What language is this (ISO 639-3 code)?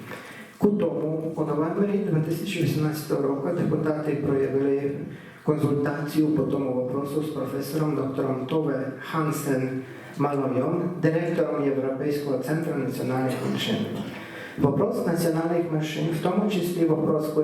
rue